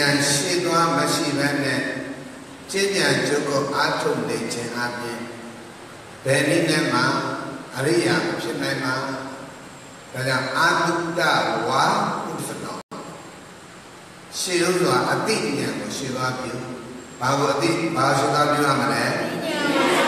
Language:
Burmese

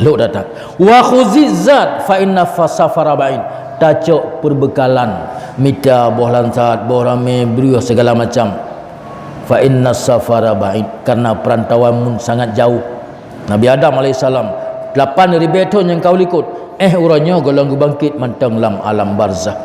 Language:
Achinese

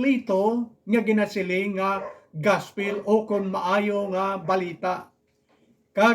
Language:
Hiligaynon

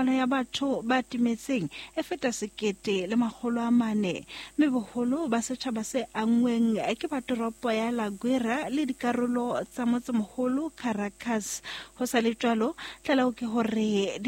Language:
Southern Sotho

